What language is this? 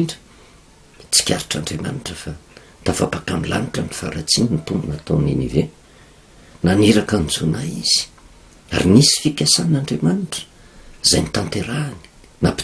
Malagasy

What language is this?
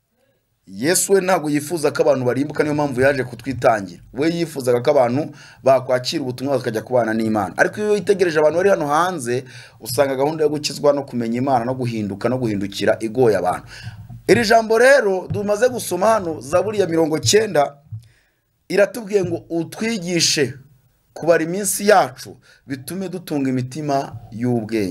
Kinyarwanda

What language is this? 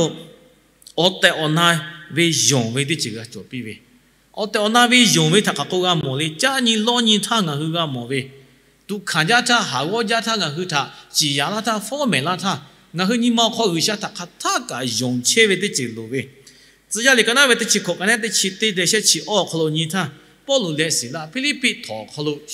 Lahu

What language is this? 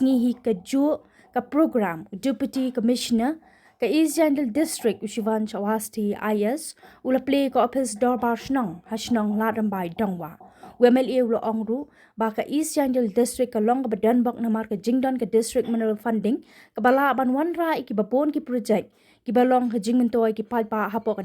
Khasi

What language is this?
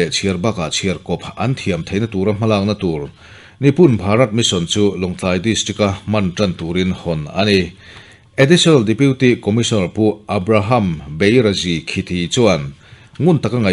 Mizo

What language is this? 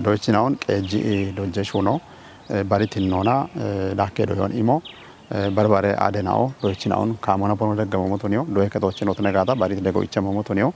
Kafa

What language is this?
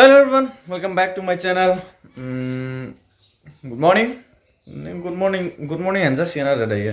Bodo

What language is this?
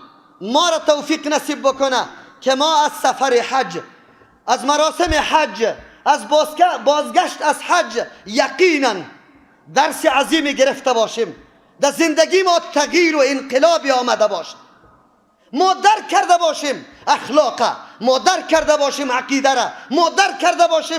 Persian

